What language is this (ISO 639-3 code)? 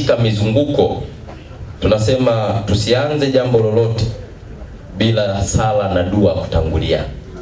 swa